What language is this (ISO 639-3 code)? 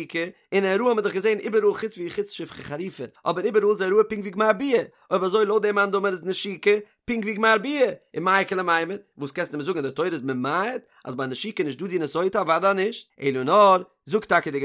yid